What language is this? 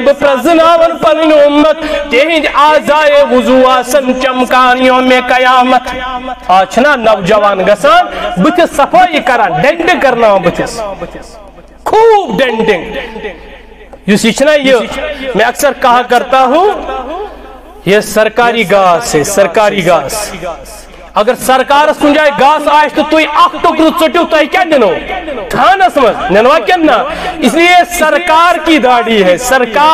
Kashmiri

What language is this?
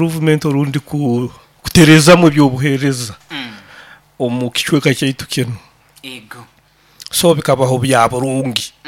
Nyoro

